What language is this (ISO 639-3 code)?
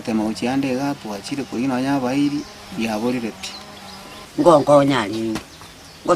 guz